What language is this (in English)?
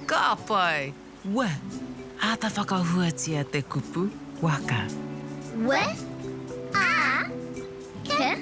Māori